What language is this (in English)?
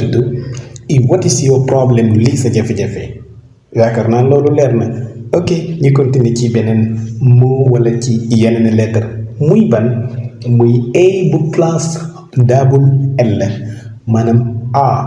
Wolof